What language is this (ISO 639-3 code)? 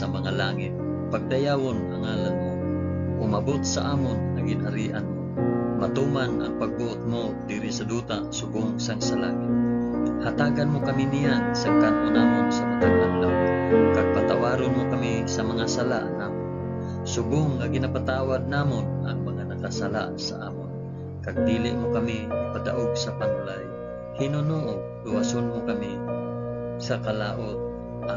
hil